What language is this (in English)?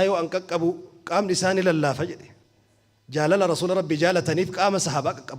Oromo